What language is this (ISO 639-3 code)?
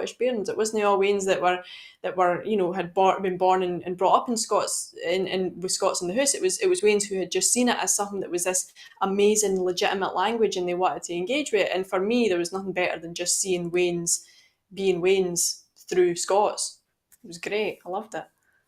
sco